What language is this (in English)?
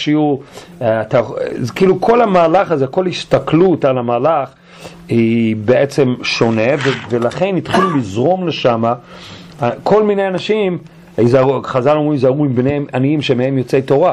Hebrew